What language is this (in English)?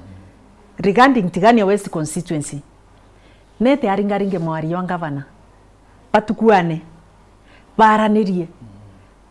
Meru